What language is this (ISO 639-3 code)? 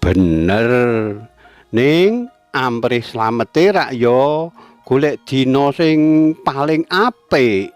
jav